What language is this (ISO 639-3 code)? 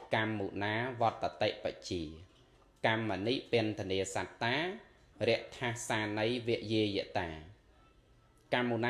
khm